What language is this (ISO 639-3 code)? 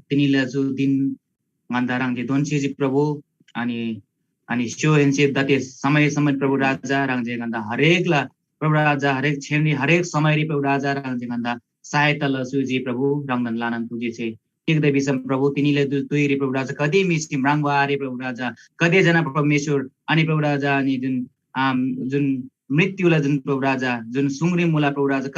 taj